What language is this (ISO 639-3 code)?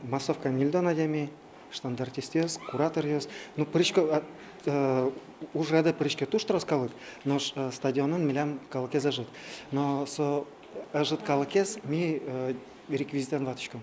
udm